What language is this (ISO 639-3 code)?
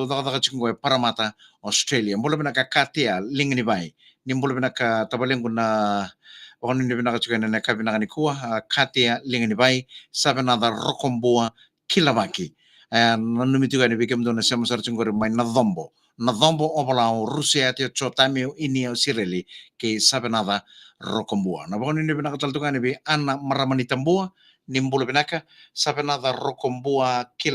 fij